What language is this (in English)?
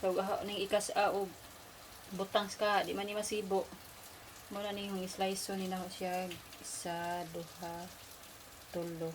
Cebuano